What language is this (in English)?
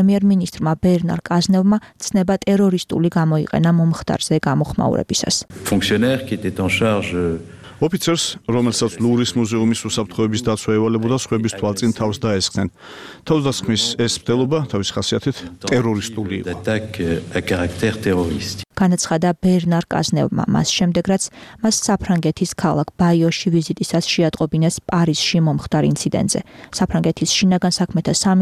Georgian